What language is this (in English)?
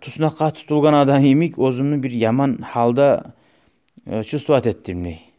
Kumyk